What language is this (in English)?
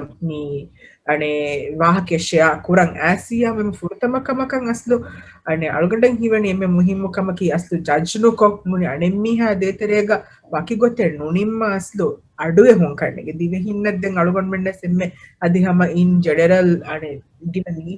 Divehi